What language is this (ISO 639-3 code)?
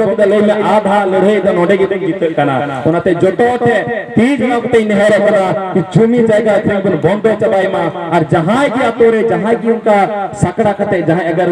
sat